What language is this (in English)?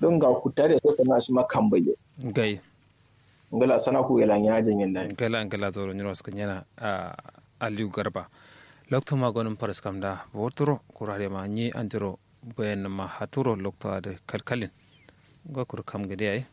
Kanuri